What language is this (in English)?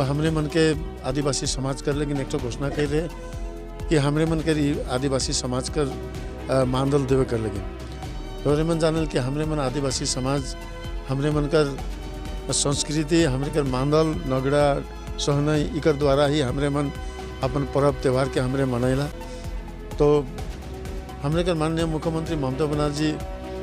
Sadri